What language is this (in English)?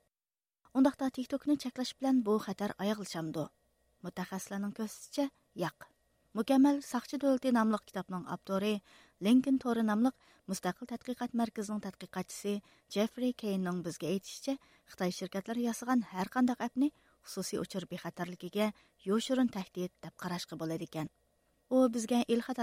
Uyghur